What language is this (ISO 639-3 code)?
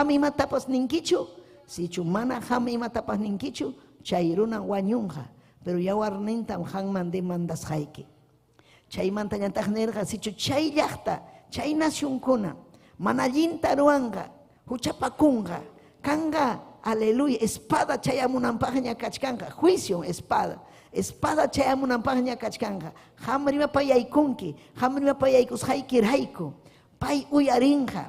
quy